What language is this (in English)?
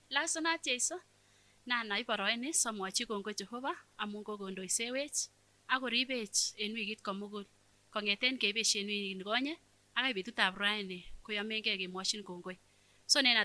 Kipsigis